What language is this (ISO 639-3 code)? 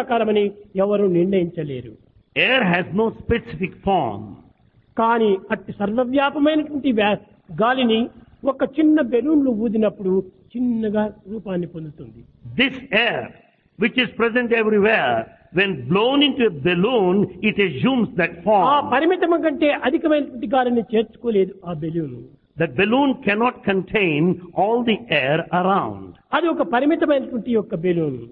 tel